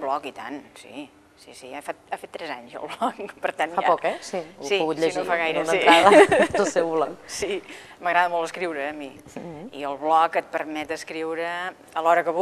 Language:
Catalan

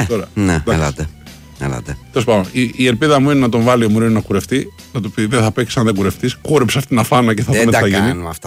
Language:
Greek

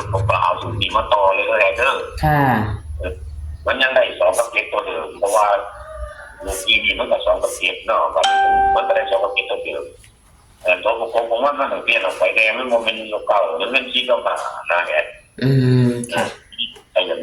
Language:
Northeastern Thai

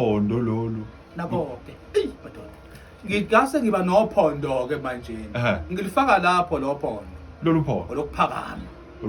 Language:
Zulu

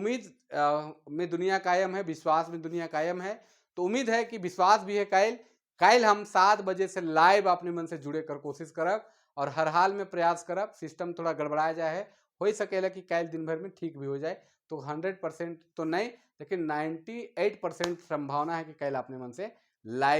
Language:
Sadri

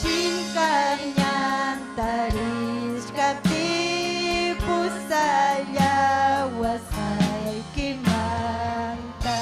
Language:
Ayacucho Quechua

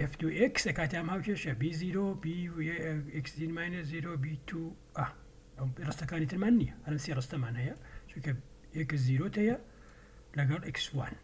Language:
Central Kurdish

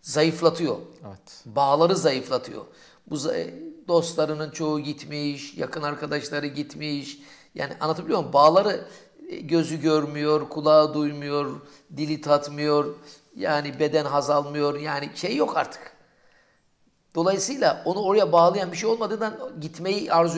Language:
Turkish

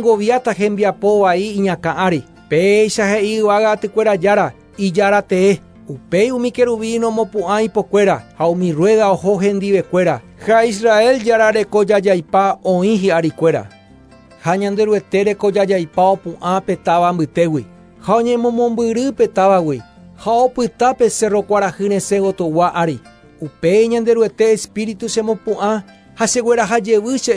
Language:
Guarani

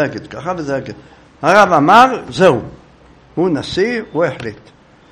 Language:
Hebrew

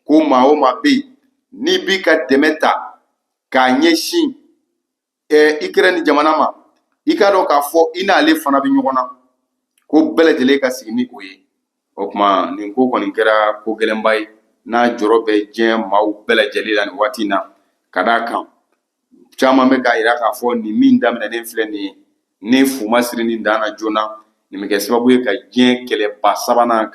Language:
Bambara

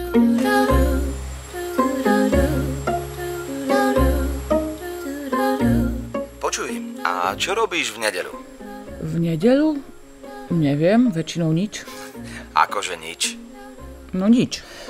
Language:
Slovak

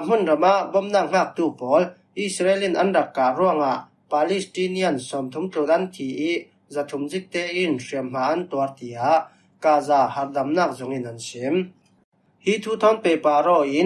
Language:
Falam Chin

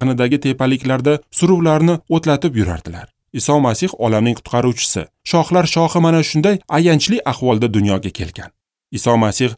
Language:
Uzbek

